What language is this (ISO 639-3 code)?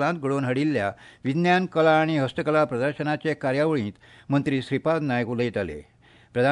kok